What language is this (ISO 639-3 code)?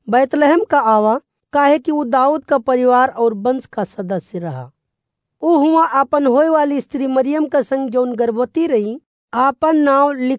awa